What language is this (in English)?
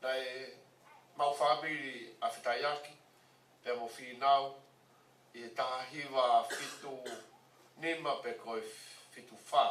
Tongan